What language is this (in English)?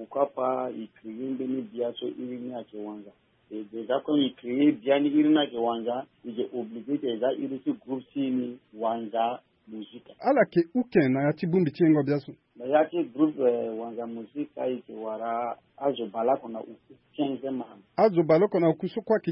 Sango